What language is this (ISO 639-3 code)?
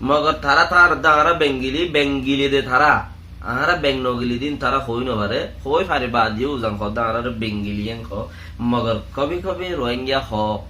rhg